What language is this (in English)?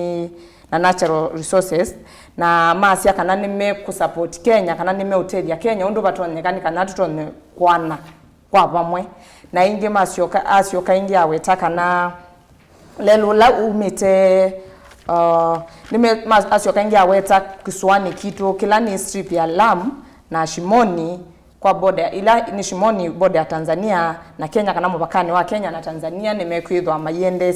Kamba